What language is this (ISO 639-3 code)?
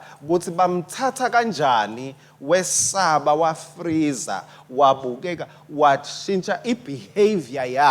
ssw